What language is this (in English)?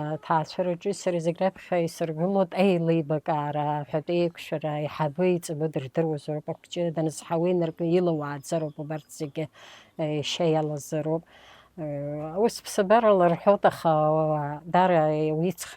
Abkhazian